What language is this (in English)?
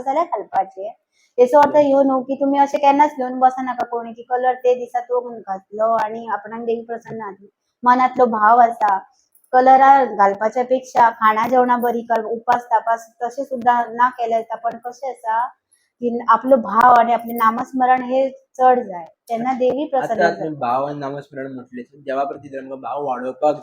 Konkani